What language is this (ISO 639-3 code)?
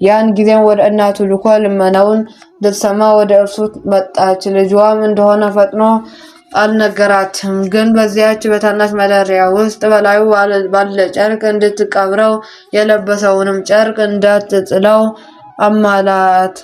amh